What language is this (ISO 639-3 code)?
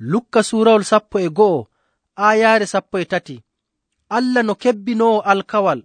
fuv